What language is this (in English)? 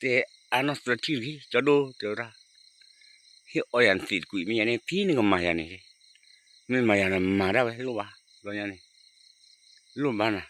S'gaw Karen